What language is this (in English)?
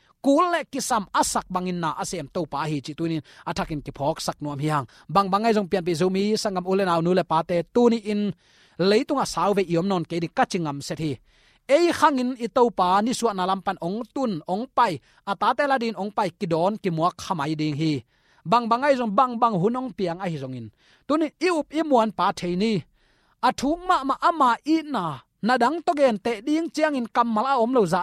Tedim Chin